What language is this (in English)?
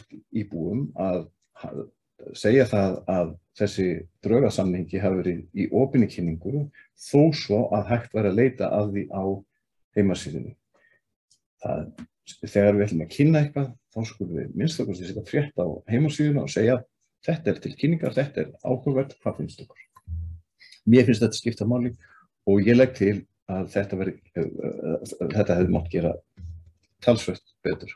Icelandic